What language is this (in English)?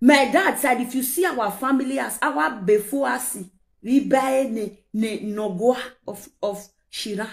Nigerian Pidgin